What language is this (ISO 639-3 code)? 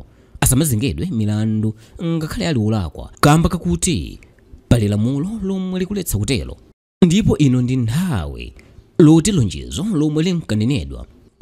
nya